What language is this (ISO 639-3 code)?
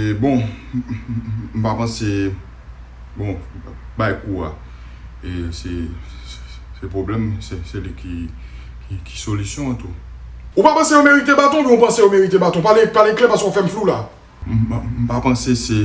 hat